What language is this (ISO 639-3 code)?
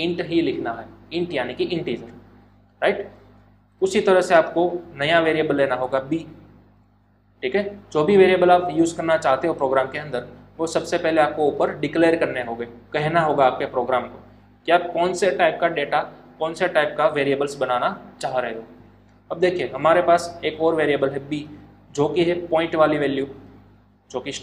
hin